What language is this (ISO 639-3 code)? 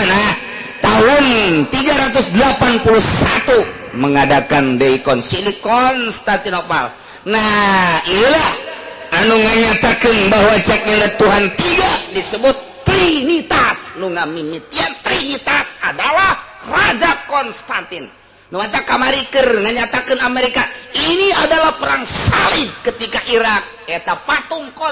sun